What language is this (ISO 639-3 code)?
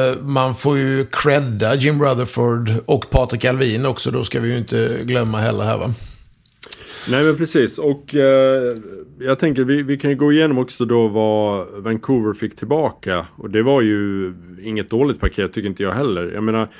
swe